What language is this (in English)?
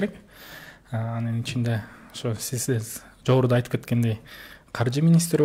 Kyrgyz